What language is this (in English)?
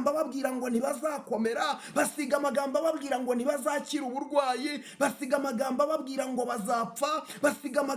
Kinyarwanda